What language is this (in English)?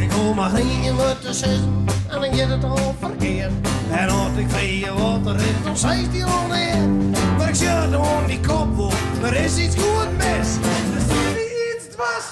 Western Frisian